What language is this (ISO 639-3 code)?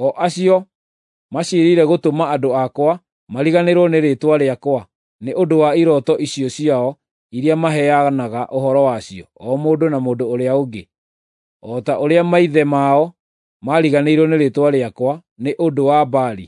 kik